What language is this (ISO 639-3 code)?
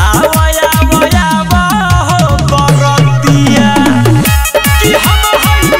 bho